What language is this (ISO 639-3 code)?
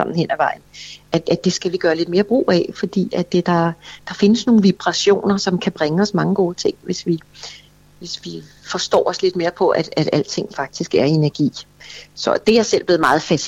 dan